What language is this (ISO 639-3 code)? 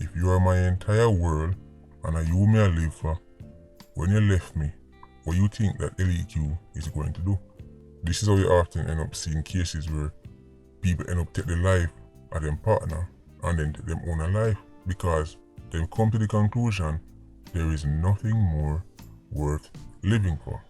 jam